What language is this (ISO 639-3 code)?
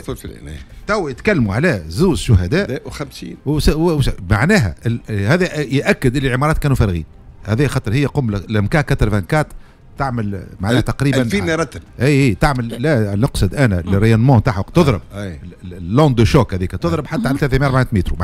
aeb